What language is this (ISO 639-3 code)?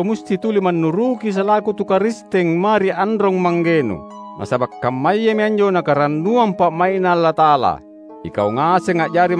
mak